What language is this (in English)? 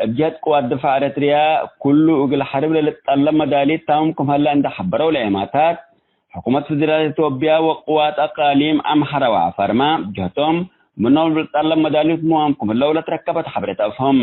Tigre